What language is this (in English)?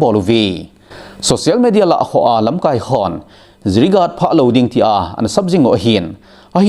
Thado Chin